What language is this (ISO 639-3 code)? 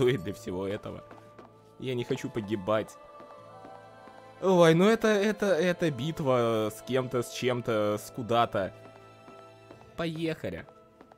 rus